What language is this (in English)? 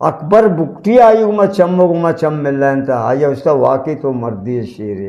Eastern Balochi